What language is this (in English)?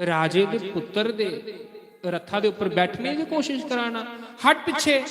Dogri